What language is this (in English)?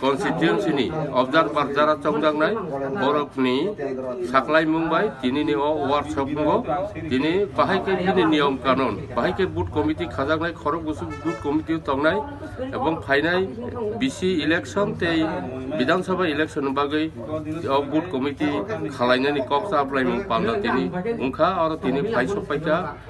Kok Borok